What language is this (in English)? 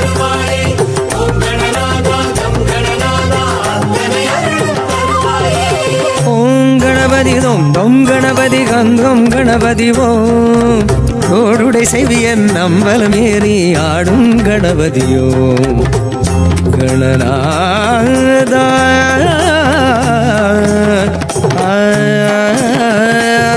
Tamil